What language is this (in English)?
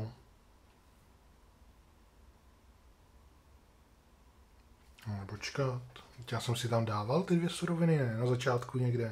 Czech